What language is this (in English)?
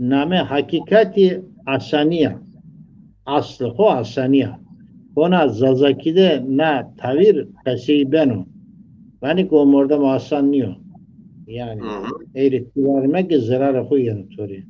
Zaza